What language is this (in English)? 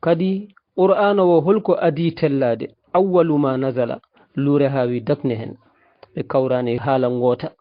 Fula